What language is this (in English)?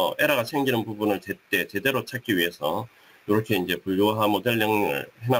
Korean